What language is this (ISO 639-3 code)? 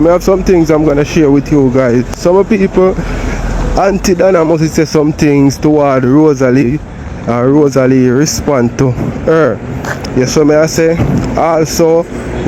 jam